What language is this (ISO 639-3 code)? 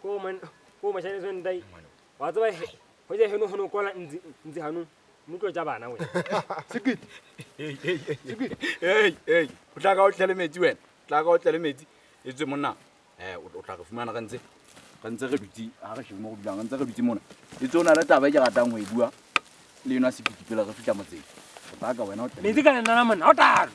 sot